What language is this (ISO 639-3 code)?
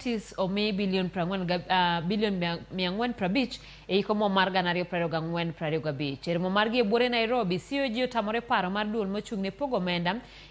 luo